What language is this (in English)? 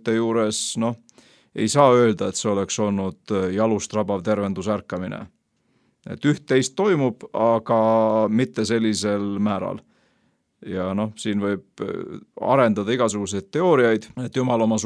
Estonian